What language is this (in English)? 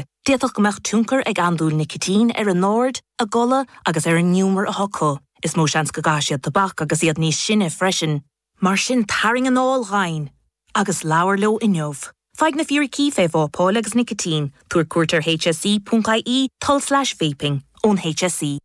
Irish